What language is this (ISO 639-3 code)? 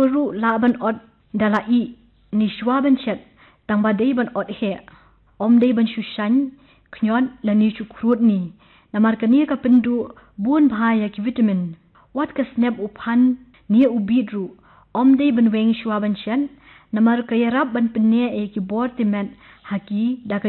kha